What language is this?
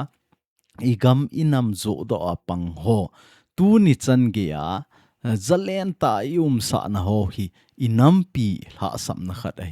Thado Chin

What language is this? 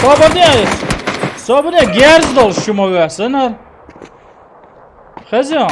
Chechen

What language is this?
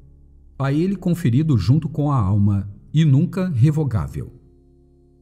Portuguese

